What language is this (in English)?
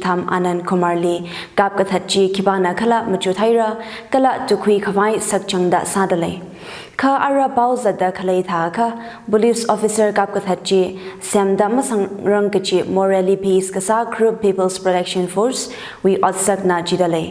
Tangkhul Naga (India)